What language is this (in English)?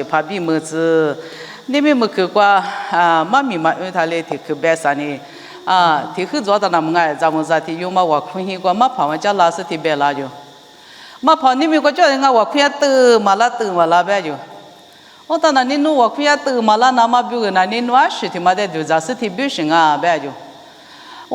Lisu